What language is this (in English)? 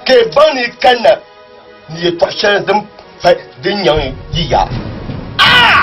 Dagbani